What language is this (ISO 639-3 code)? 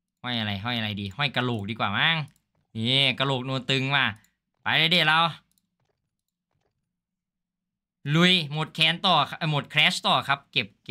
tha